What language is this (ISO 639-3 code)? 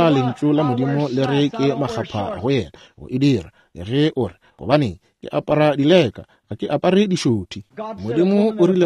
nso